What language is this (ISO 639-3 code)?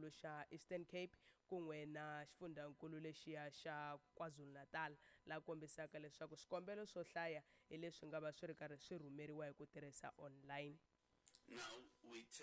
tso